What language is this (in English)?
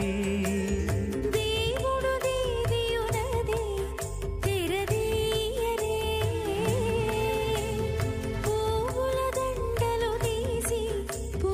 Telugu